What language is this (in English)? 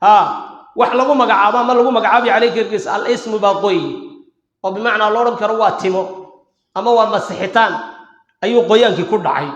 Somali